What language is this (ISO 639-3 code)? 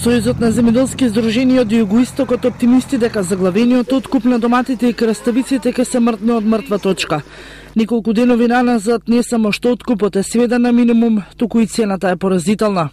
mkd